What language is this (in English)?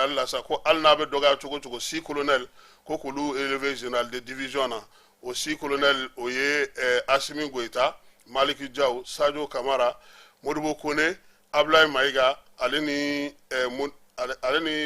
Bambara